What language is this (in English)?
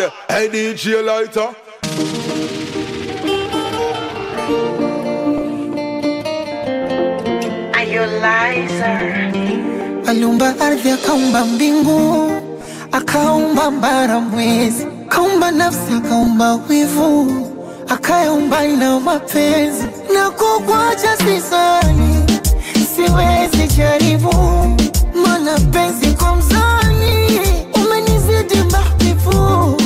Swahili